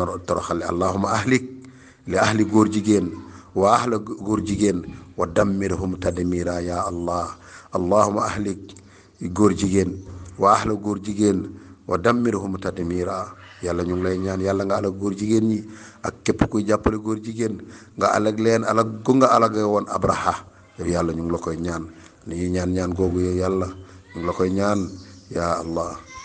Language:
Wolof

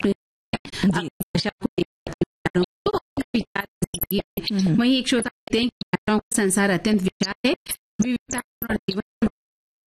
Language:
Hindi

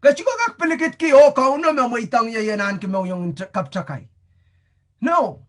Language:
Pohnpeian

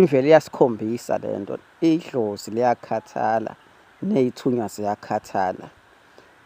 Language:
Zulu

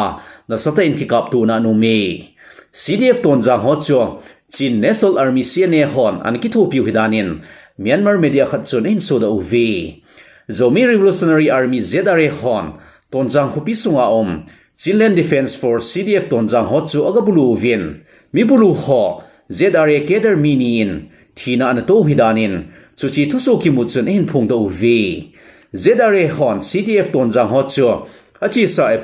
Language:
Thado Chin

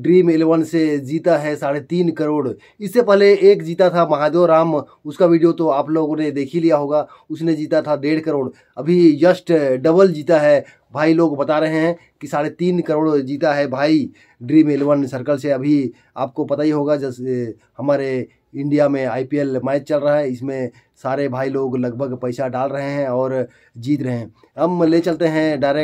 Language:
Hindi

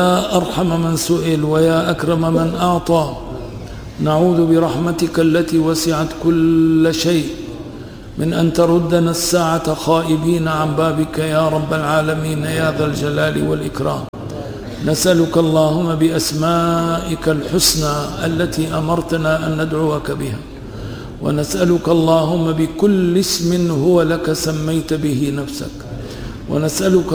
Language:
Arabic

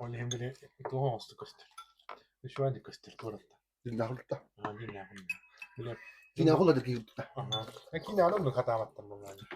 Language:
Yakut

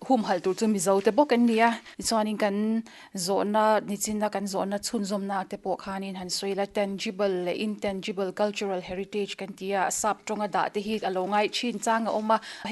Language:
Mizo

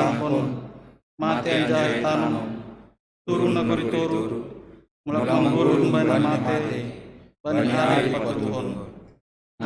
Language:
Batak Simalungun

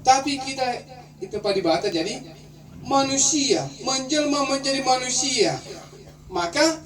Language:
Batak Karo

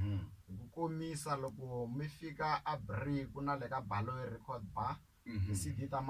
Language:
Tsonga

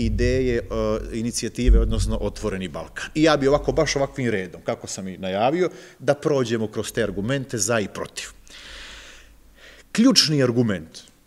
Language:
Serbian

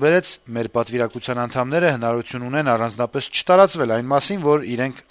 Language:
Armenian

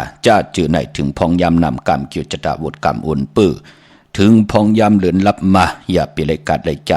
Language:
Shan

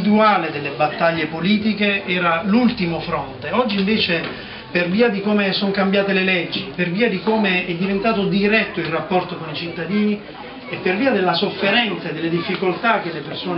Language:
Italian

